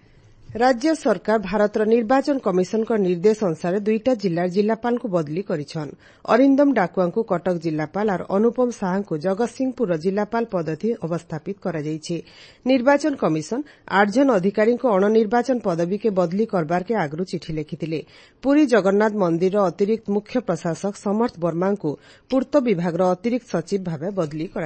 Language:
Odia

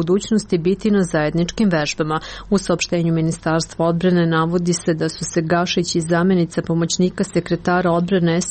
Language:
Serbian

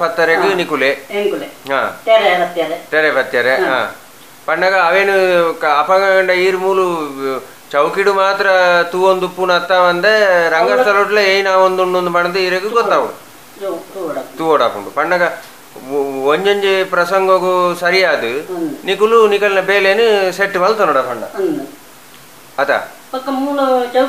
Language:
Tulu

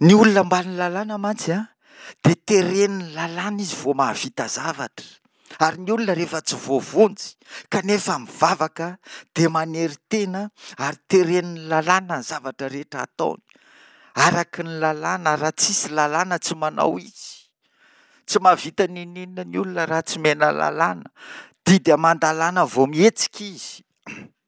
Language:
Malagasy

